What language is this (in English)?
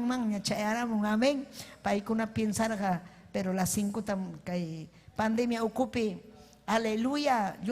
Ayacucho Quechua